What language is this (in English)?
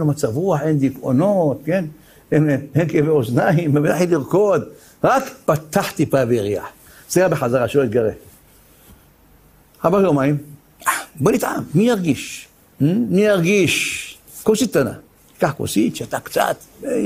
Hebrew